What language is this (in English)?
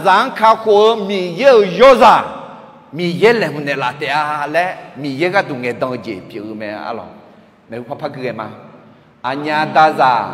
Akha